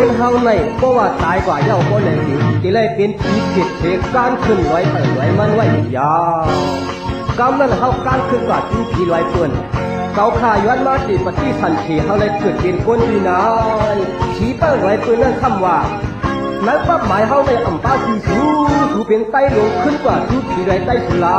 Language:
Shan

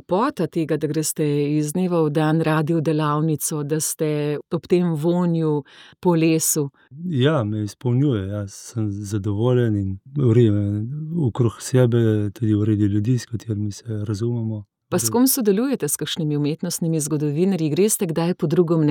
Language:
Slovenian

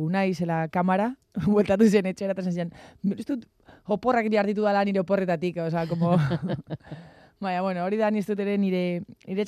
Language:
Basque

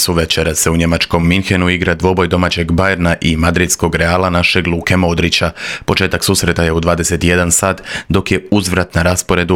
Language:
Croatian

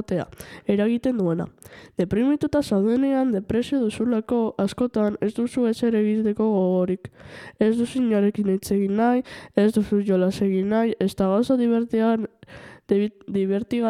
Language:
Basque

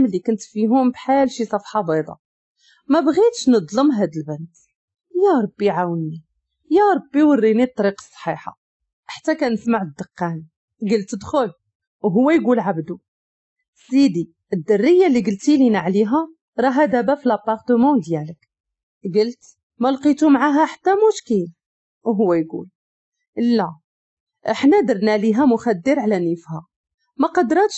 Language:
Moroccan Arabic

